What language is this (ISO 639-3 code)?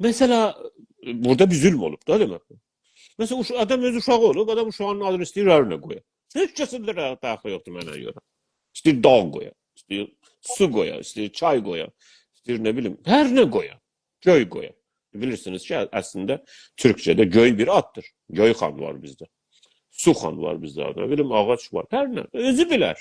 azb